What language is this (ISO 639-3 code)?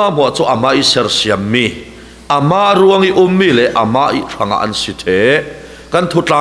cfm